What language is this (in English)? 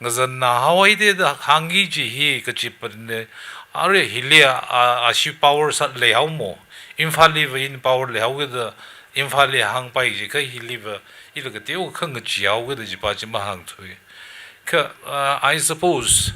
Tangkhul Naga (India)